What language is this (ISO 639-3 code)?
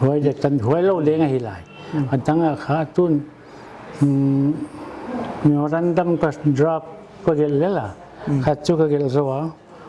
pck